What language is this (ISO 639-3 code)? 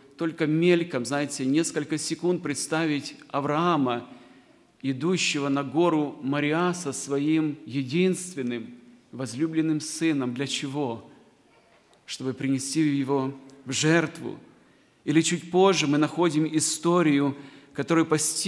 rus